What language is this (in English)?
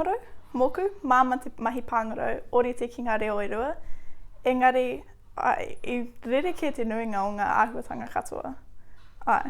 Māori